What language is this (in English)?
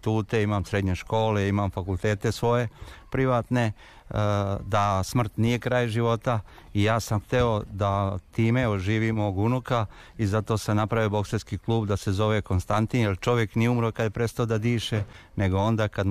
Serbian